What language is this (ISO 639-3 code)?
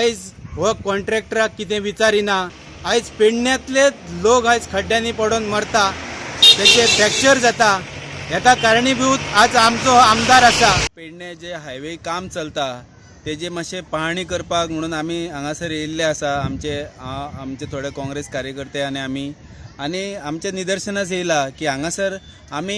kok